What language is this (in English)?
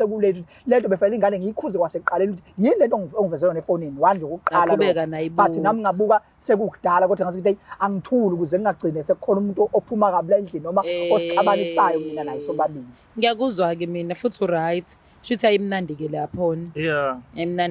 Zulu